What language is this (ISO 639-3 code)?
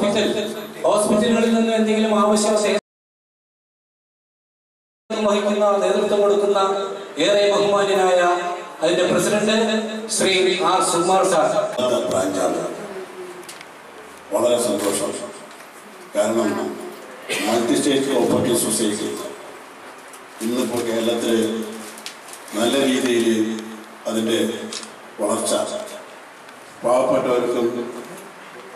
mal